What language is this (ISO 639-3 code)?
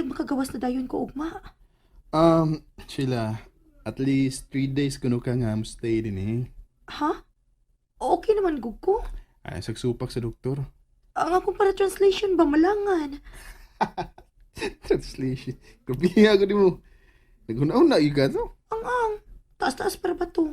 ceb